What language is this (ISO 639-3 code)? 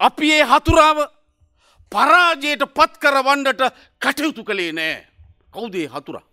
sin